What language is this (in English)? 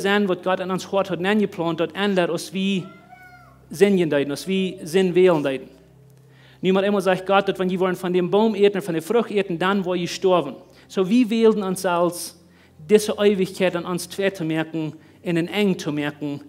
Plautdietsch